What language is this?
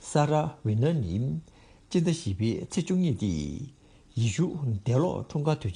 Tibetan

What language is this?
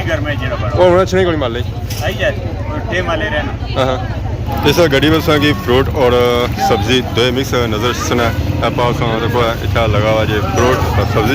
Pahari-Potwari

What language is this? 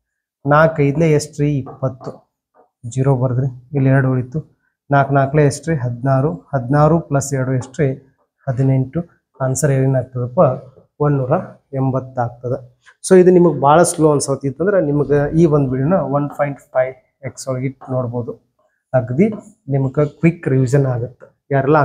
Kannada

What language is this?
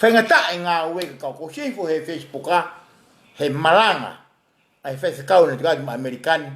Tongan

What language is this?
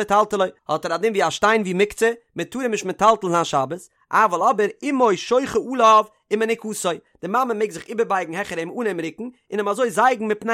Yiddish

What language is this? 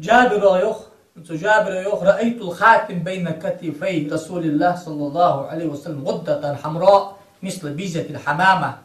Ingush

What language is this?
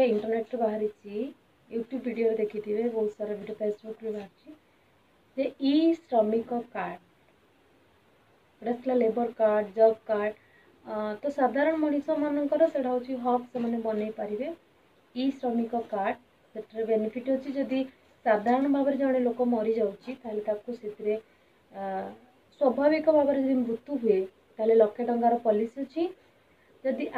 Odia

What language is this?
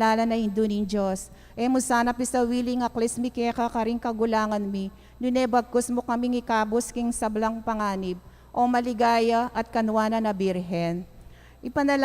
Pampanga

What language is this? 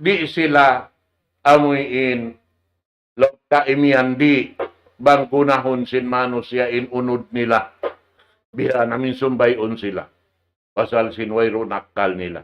Tausug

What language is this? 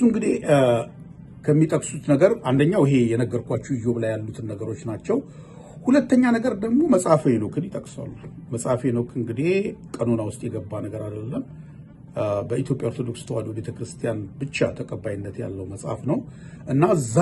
Amharic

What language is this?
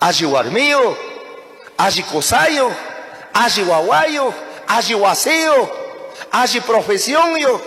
Chimborazo Highland Quichua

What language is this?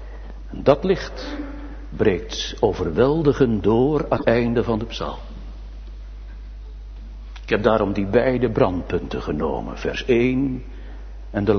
Dutch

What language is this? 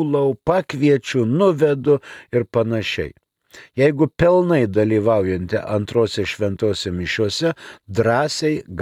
Lithuanian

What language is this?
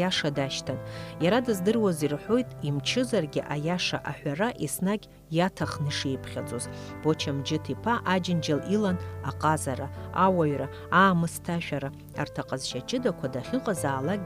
Abkhazian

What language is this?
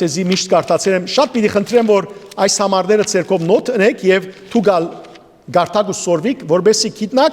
Western Armenian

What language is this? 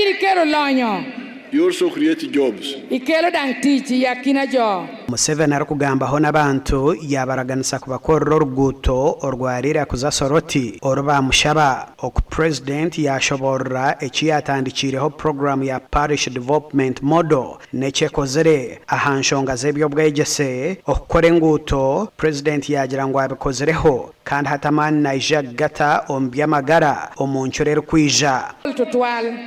Nyankole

